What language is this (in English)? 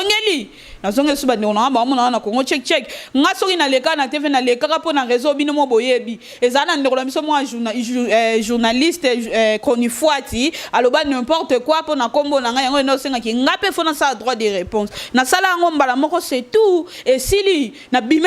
Lingala